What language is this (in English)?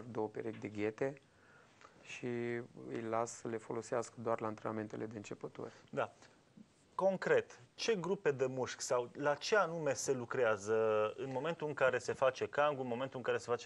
Romanian